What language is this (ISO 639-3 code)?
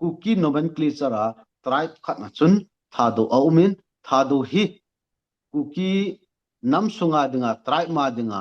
tcz